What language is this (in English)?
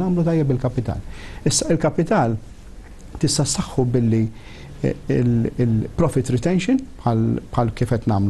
Maltese